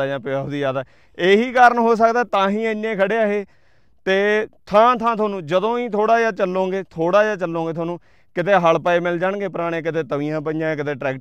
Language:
Punjabi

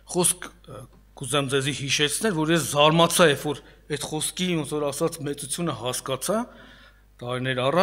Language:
Armenian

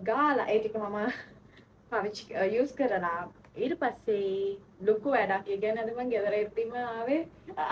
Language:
Sinhala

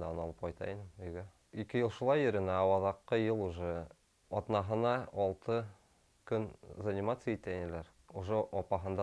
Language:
Bashkir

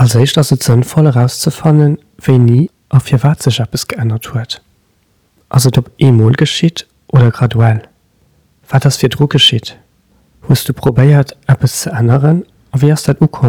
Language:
Luxembourgish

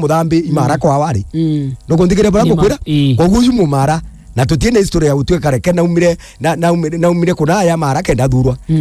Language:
Meru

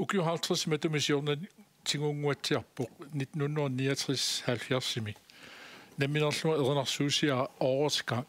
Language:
Kalaallisut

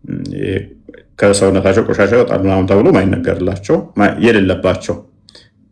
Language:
Amharic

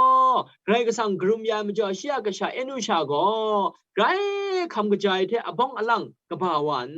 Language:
Kachin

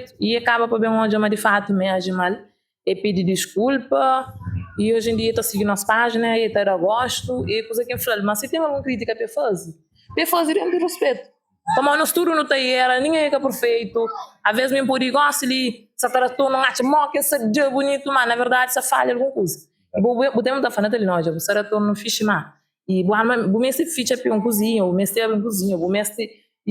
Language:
Kabuverdianu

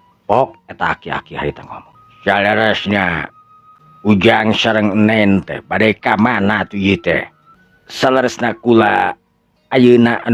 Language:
Sundanese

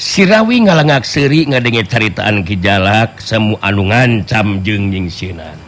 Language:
Sundanese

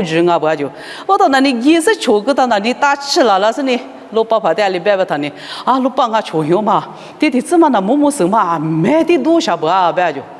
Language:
Lisu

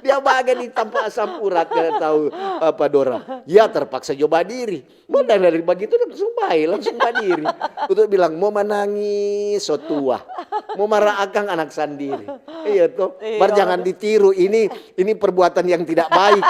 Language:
Manado Malay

